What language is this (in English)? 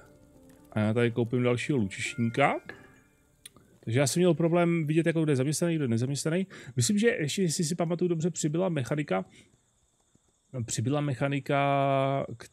Czech